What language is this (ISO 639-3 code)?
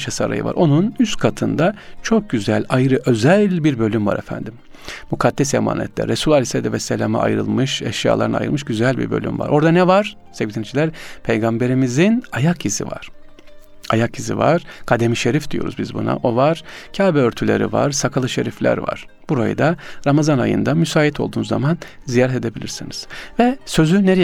tur